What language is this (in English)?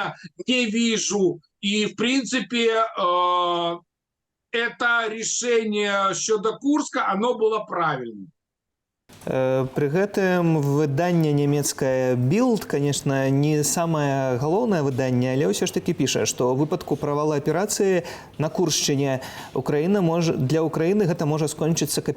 Belarusian